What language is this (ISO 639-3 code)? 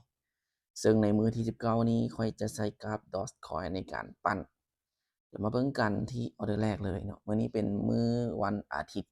lao